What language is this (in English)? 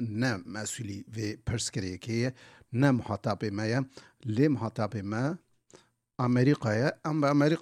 Kurdish